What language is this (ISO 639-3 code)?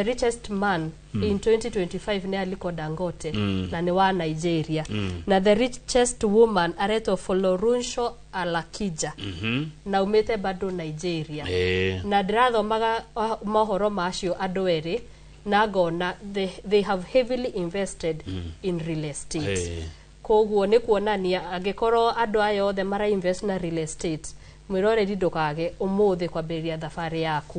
kik